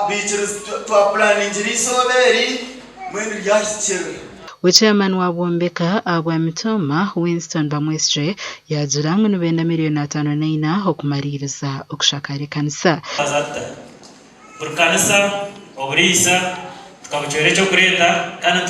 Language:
Nyankole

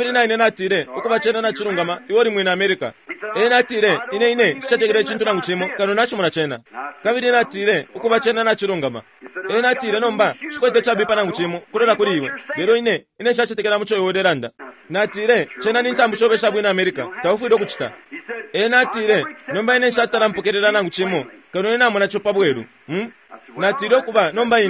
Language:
Bemba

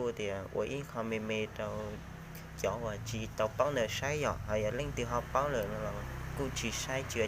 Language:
Hmong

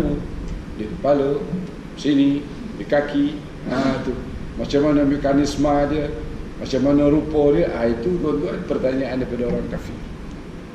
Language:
Malay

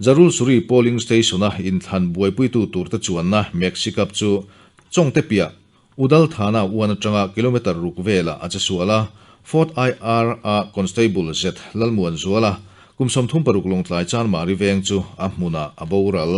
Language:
Mizo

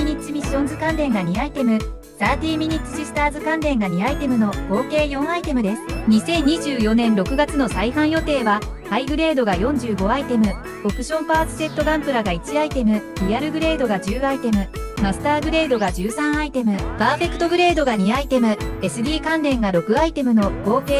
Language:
Japanese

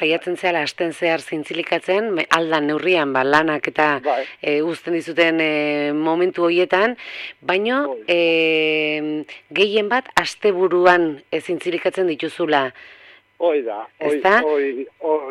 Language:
Basque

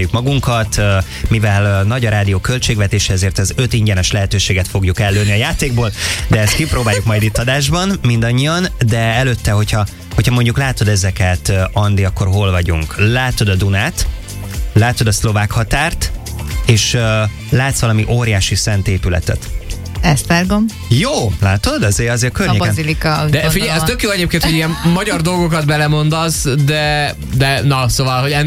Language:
Hungarian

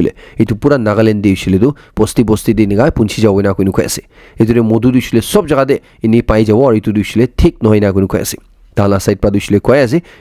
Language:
Naga Pidgin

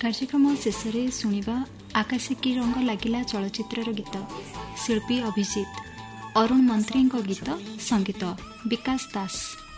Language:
Odia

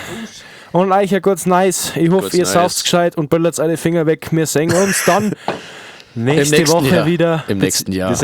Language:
Bavarian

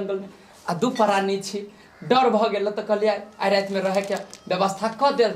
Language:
Maithili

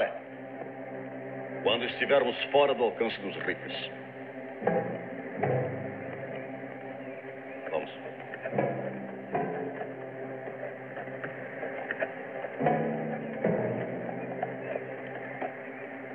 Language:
Portuguese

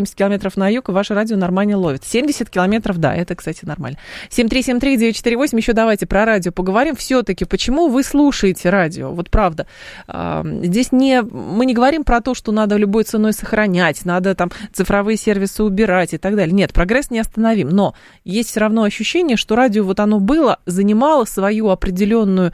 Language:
Russian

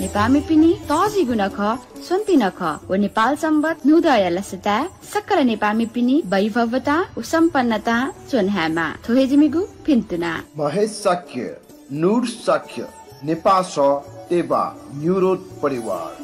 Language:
Newari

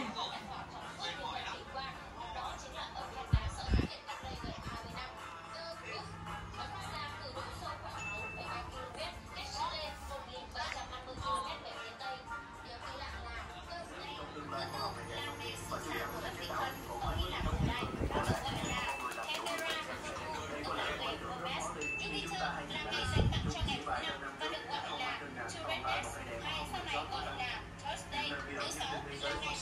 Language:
Vietnamese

